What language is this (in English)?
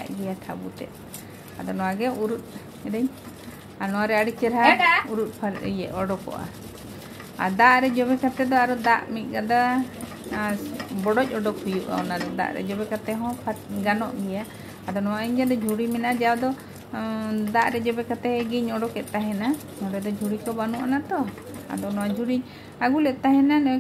Santali